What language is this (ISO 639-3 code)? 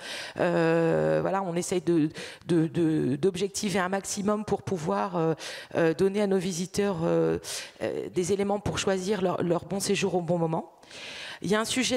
fra